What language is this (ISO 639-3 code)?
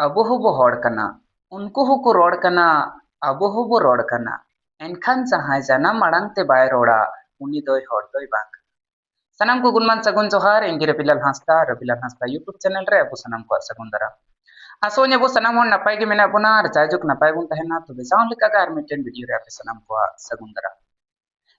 sat